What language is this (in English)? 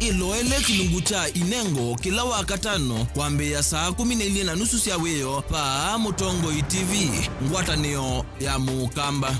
Kamba